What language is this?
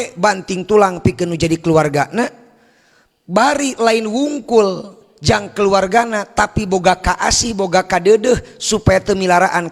Sundanese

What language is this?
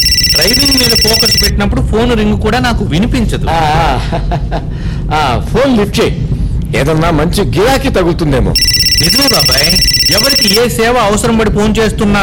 Telugu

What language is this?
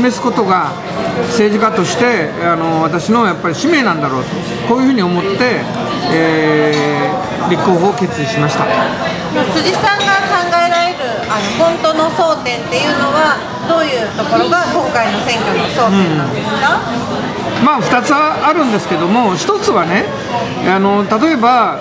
Japanese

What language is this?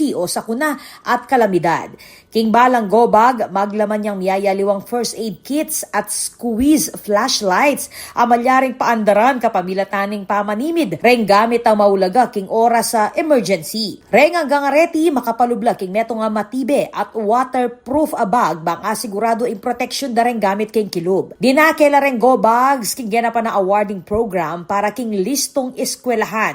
Pampanga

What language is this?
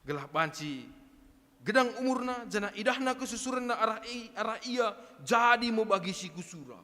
Batak Karo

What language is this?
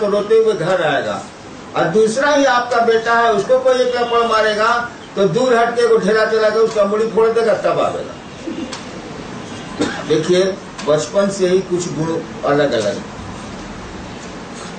Hindi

